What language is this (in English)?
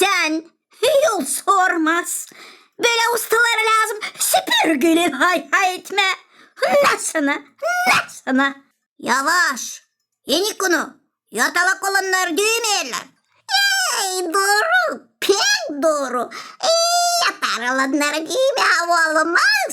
Gagauz